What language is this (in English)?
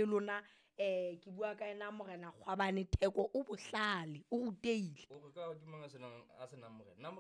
Southern Sotho